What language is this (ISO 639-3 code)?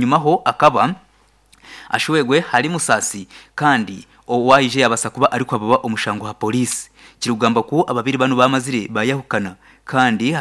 nyn